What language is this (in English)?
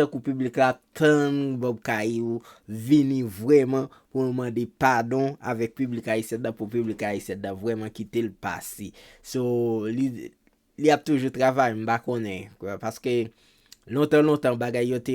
Haitian Creole